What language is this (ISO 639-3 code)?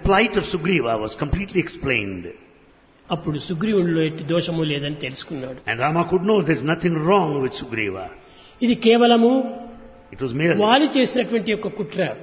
tel